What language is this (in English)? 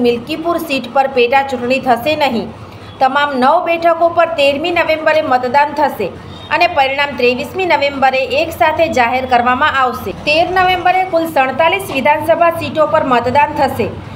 Gujarati